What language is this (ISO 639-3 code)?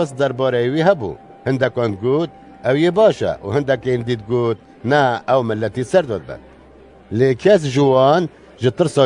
kur